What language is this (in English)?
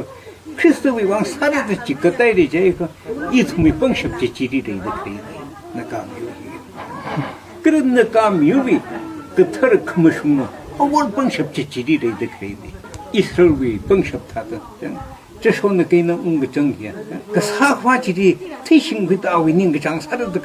Tangkhul Naga (India)